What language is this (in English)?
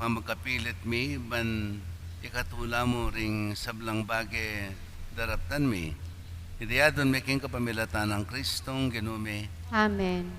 Pampanga